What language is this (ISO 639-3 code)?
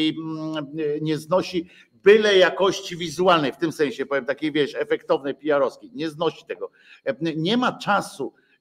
pol